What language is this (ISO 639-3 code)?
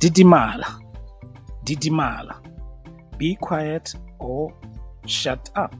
tsn